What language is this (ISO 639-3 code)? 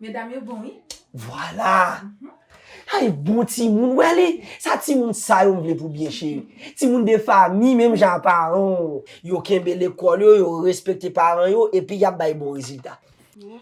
hat